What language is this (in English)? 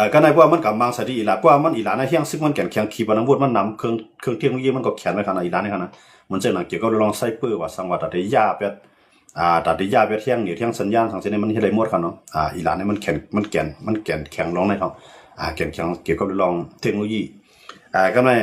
Shan